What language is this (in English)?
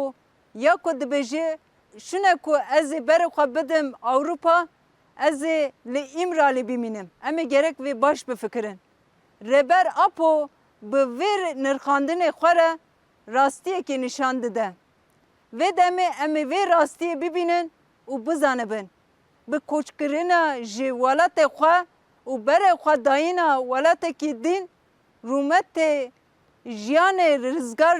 Kurdish